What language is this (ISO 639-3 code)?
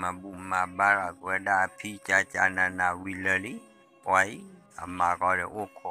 ksw